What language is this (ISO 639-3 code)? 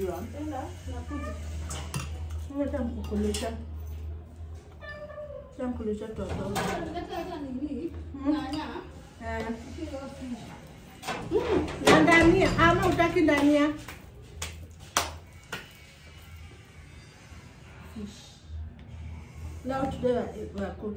swa